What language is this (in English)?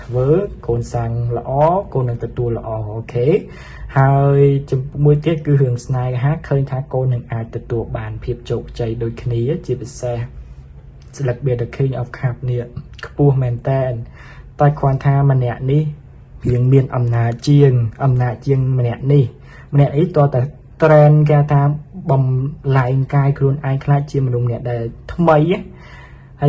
Khmer